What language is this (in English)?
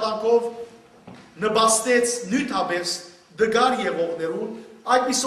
Western Armenian